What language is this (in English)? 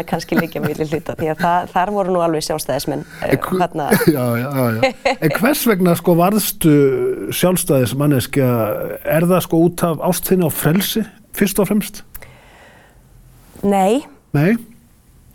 Icelandic